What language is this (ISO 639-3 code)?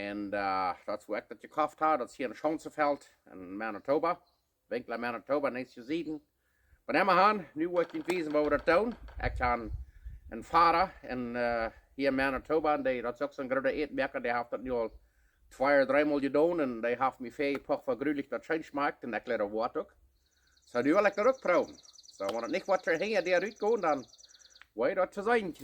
pdt